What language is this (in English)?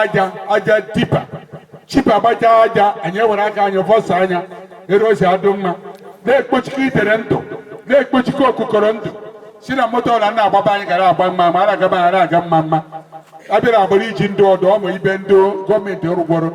Igbo